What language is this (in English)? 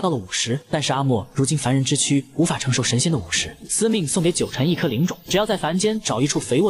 Chinese